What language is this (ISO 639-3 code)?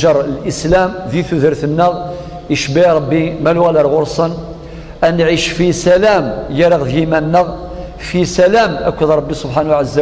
kab